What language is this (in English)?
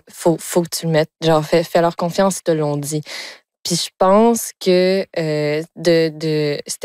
French